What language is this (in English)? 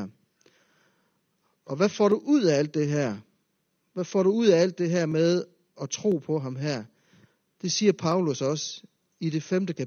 Danish